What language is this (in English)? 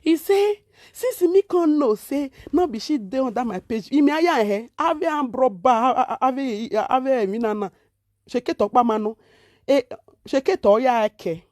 Nigerian Pidgin